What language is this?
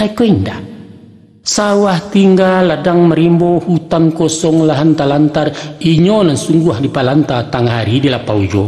Minangkabau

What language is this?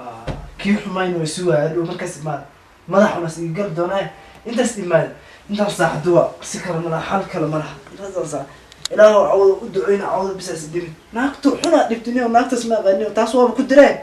Somali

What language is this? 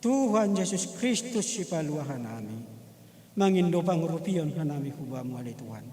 Batak Simalungun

